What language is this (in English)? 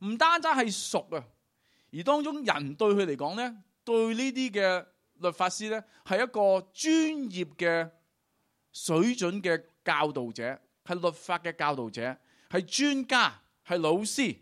Cantonese